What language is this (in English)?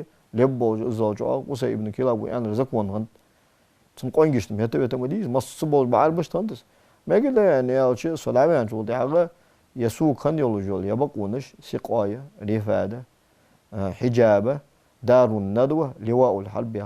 Ingush